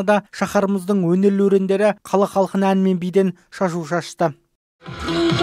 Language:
Kazakh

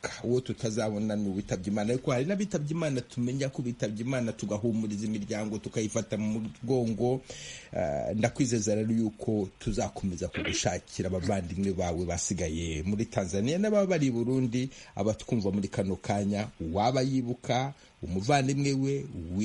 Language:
Kinyarwanda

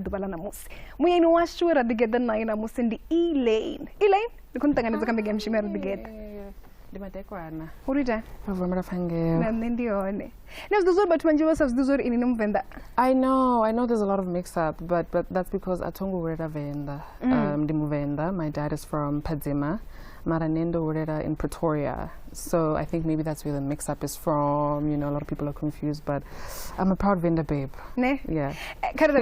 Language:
Venda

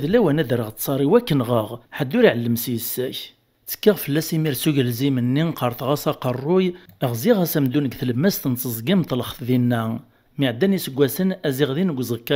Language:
Kabyle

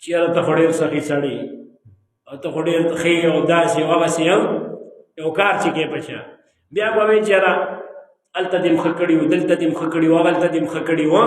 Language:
Pashto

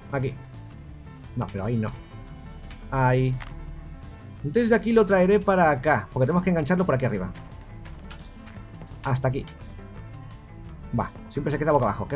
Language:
Spanish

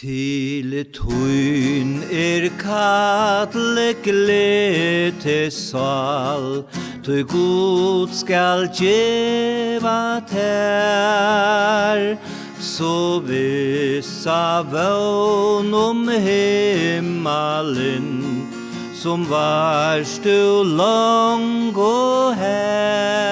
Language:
Faroese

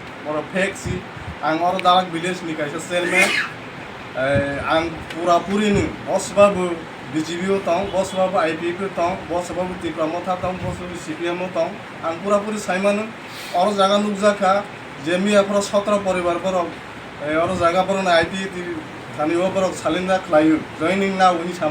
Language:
Kok Borok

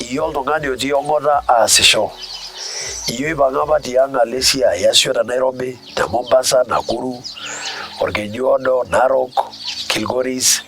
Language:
Masai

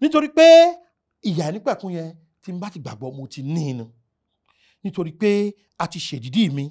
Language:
Yoruba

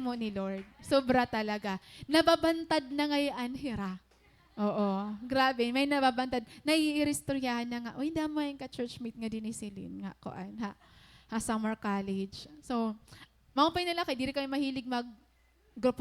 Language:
Waray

